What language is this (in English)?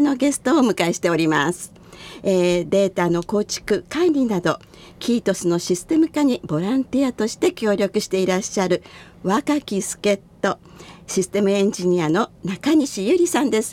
Japanese